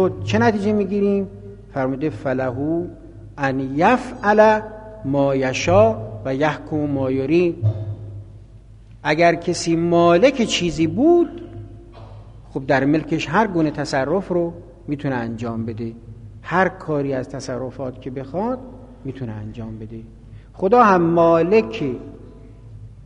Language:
Persian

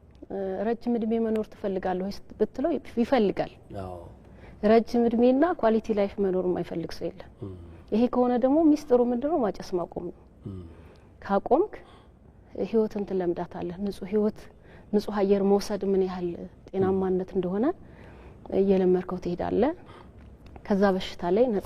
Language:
Amharic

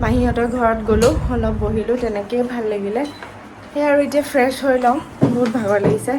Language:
Assamese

